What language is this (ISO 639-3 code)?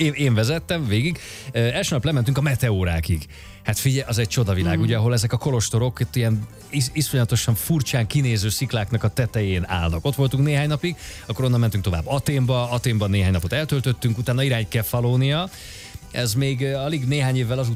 hun